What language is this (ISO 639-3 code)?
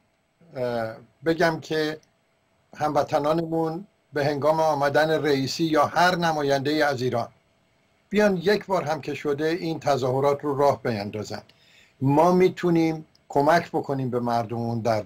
fas